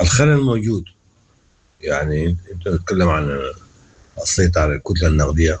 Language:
Sudanese Arabic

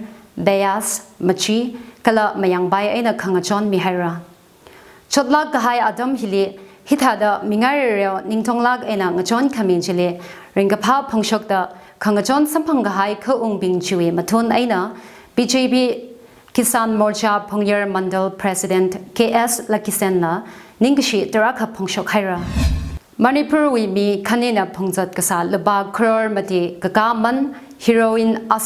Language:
Tangkhul Naga (India)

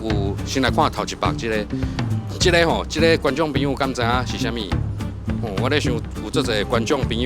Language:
Min Nan Chinese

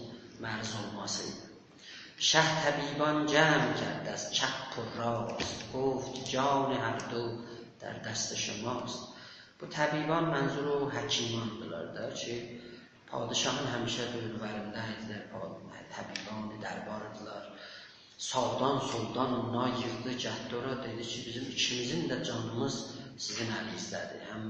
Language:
South Azerbaijani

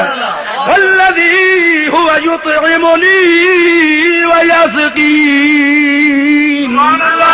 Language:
Saraiki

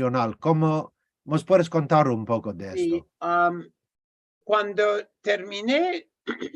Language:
Ladino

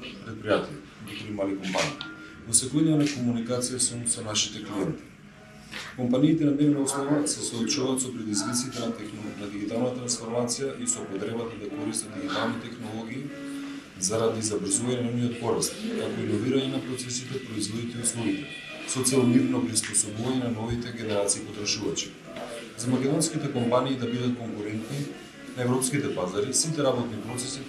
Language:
Macedonian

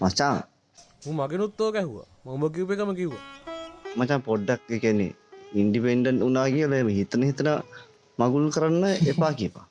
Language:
Sinhala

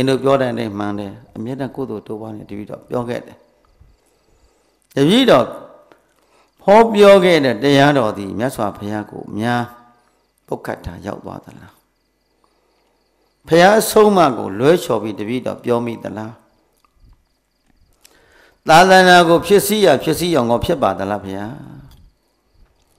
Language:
Burmese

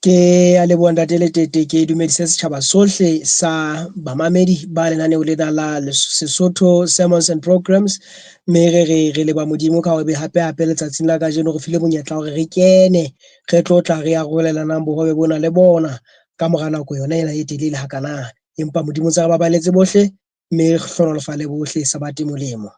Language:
Southern Sotho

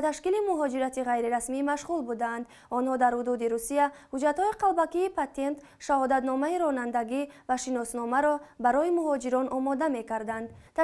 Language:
Tajik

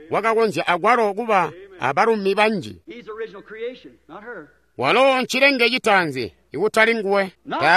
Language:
Tonga (Zambia)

